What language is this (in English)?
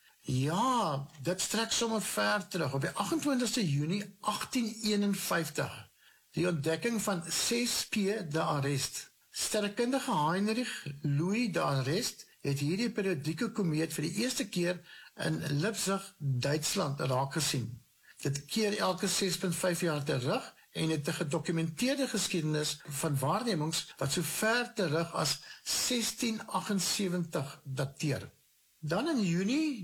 Afrikaans